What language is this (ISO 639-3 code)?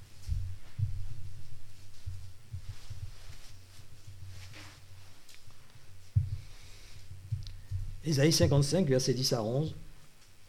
fra